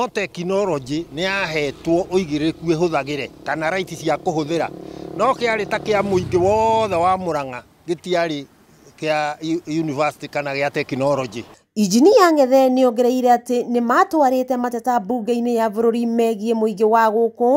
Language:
Kikuyu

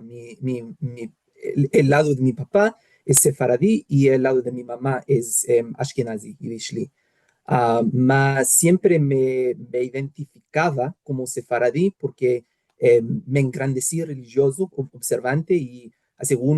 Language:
Ladino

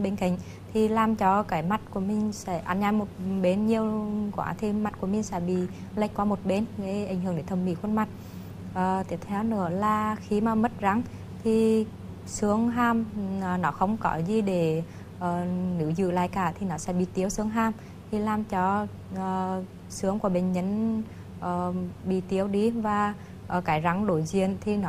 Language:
Vietnamese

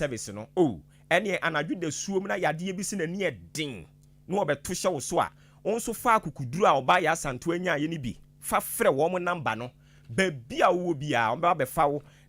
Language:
Akan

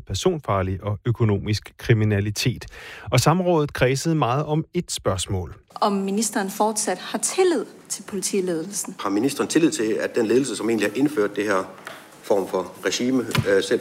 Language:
Danish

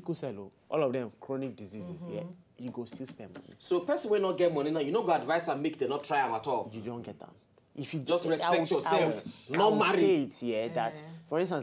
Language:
Nigerian Pidgin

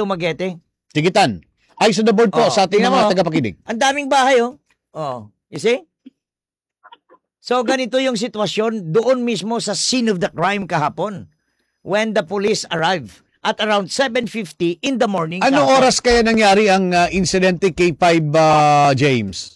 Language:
Filipino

